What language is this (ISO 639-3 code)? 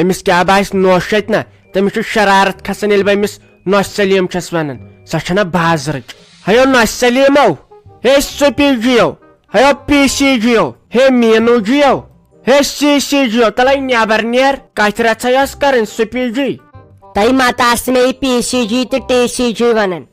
kas